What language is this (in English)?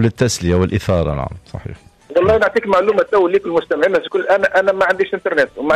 Tunisian Arabic